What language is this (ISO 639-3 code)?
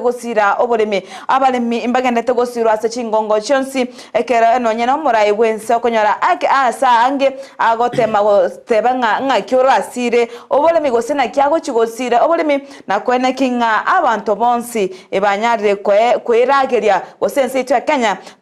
guz